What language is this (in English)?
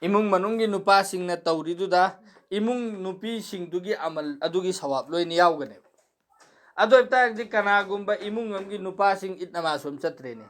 Manipuri